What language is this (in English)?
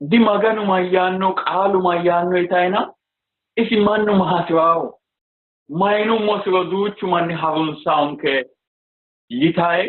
Sidamo